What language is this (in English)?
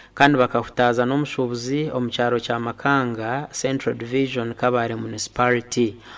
Nyankole